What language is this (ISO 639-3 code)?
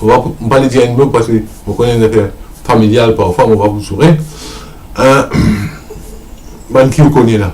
mfe